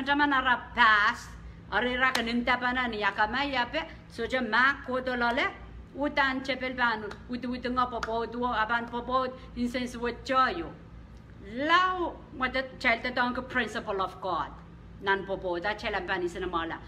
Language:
Pohnpeian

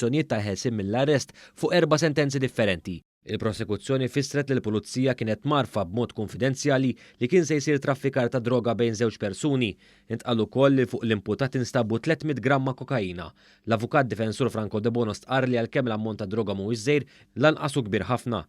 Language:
Maltese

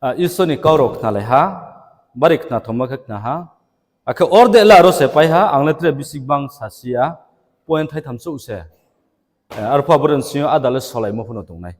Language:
Riang (India)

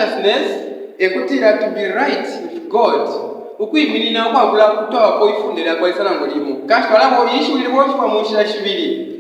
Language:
Bemba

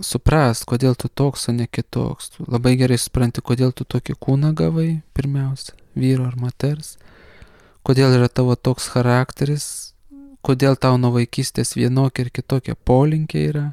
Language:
Lithuanian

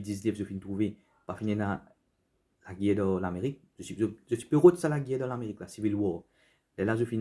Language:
Morisyen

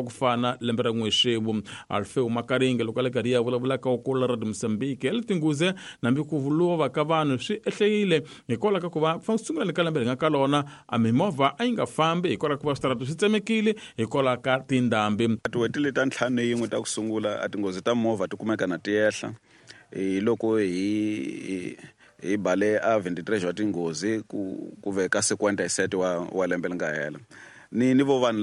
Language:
Tsonga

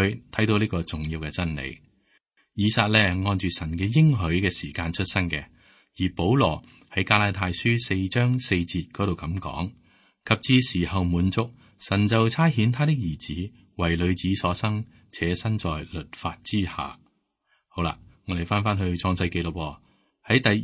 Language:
Cantonese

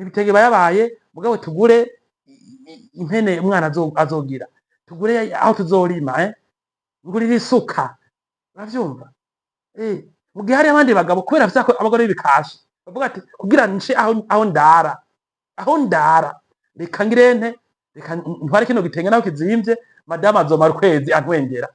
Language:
Rundi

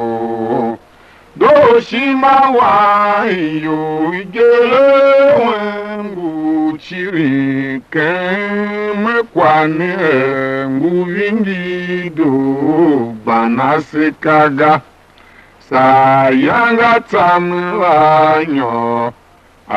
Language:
Tiv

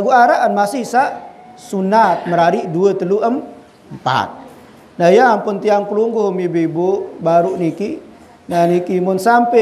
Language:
Sasak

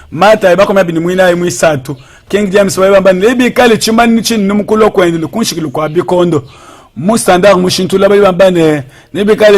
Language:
Luba-Lulua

